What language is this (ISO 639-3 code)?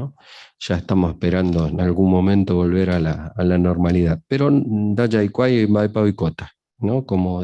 grn